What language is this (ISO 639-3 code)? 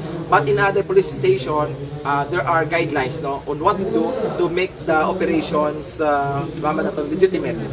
hil